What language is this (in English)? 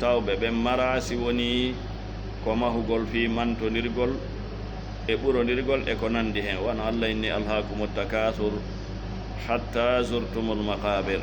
Fula